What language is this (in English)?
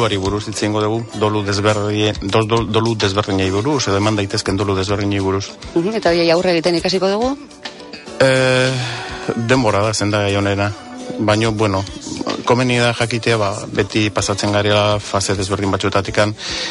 Basque